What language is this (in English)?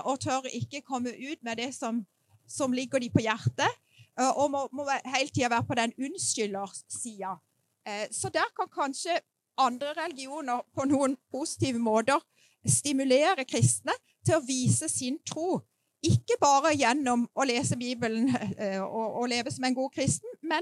Norwegian